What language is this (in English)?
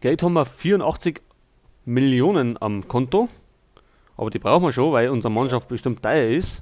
Bavarian